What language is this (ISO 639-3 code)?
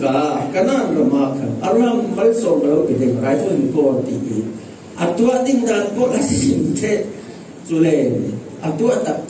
cfm